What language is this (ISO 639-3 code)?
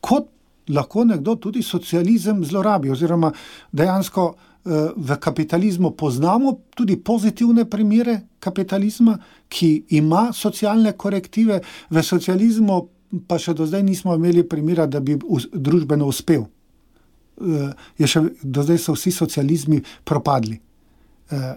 slv